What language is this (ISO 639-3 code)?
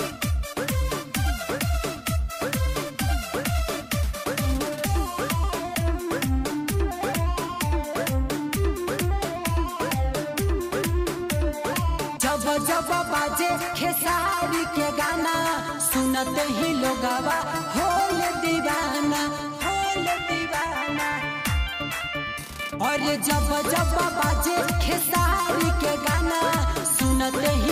bho